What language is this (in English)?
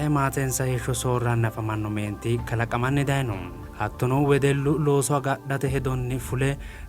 Sidamo